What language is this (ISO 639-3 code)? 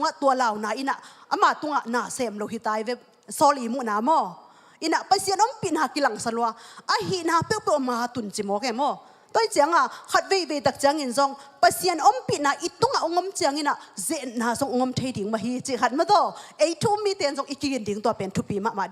ctd